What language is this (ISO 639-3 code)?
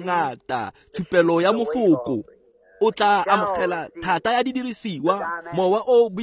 tsn